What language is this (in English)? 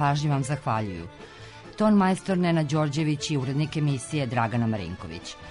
Serbian